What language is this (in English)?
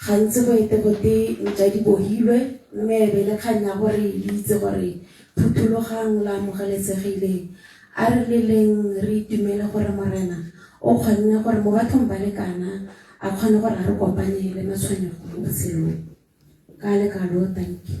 Tswana